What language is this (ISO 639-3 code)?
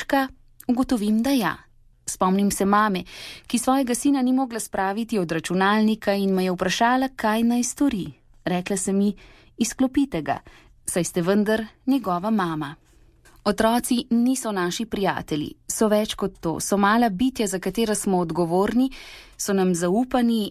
slv